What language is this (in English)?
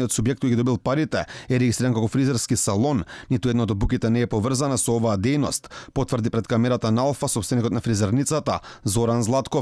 Macedonian